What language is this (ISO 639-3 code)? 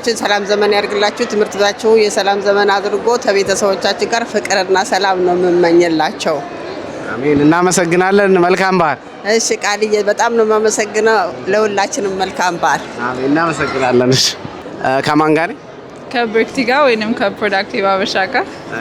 amh